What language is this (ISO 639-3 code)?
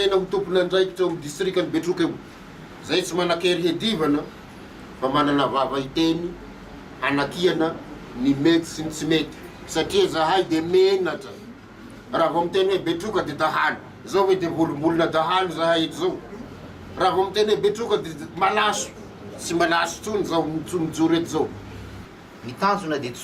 mlg